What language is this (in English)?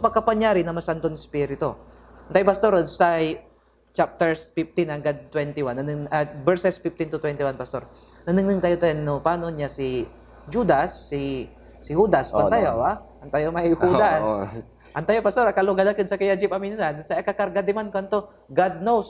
Pangasinan